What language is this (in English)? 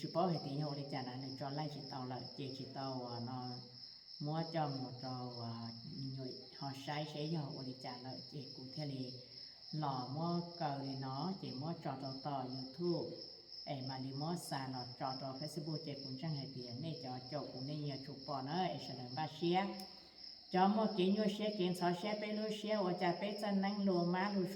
Hmong